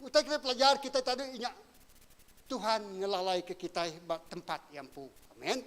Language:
Iban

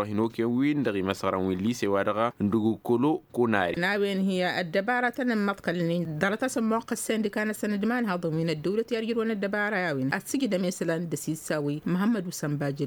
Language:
Tamasheq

